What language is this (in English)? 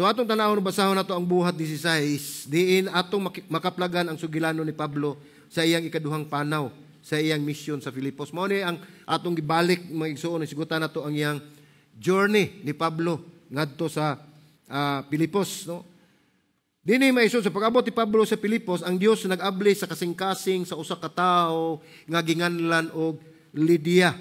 Cebuano